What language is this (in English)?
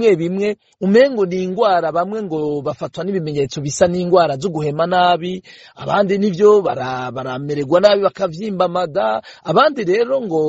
Rundi